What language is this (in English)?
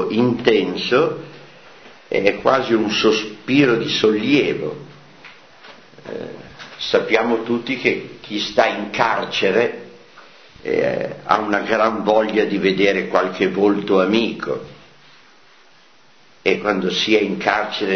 Italian